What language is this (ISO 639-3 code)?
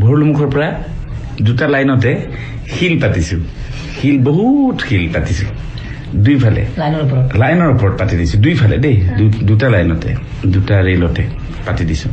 asm